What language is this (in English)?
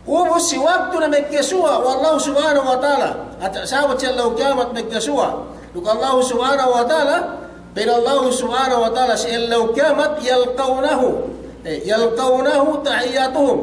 Yakan